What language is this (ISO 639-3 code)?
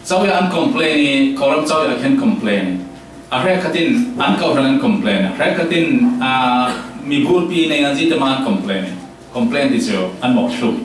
cfm